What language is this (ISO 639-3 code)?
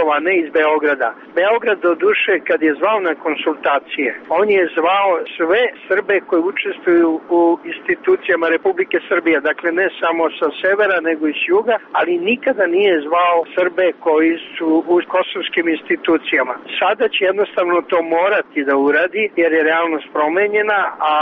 srp